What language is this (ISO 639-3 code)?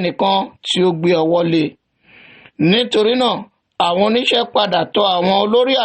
yor